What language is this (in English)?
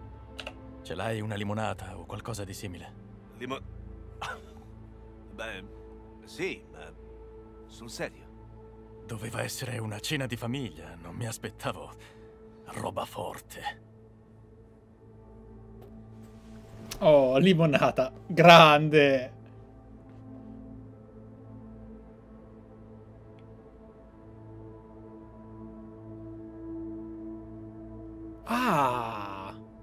Italian